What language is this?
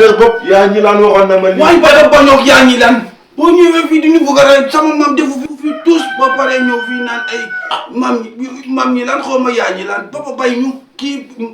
Wolof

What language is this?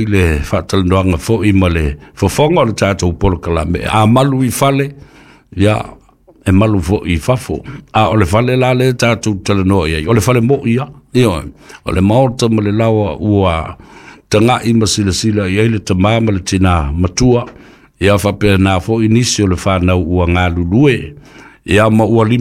Samoan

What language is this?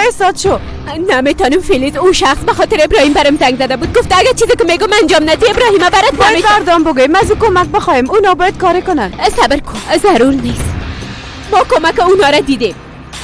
Persian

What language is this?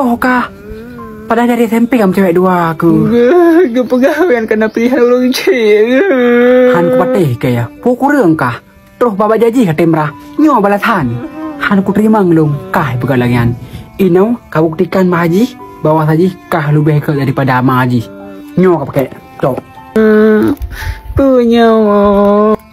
Achinese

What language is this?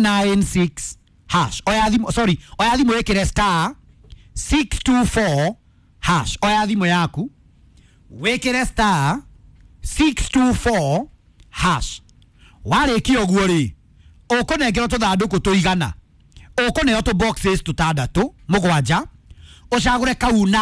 Kikuyu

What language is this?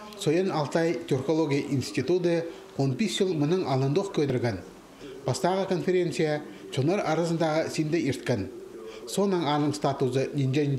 Khakas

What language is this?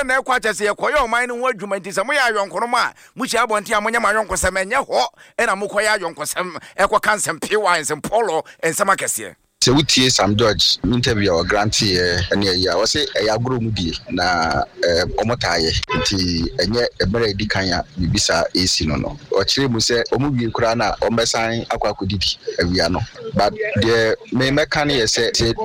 Akan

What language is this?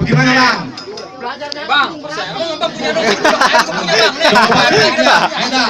Betawi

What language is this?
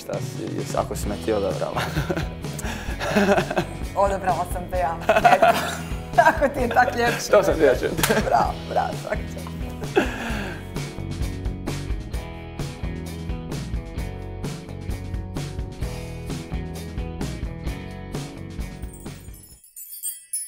Croatian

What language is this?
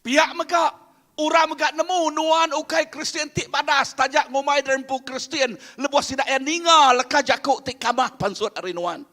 Iban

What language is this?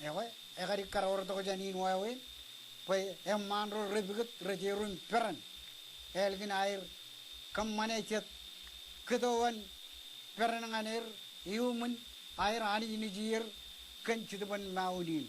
Marshallese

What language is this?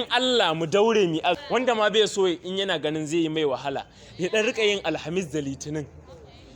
Hausa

